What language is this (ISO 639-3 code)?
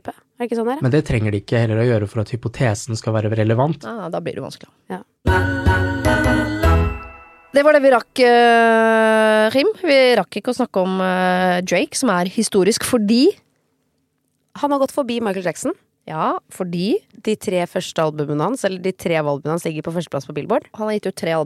nor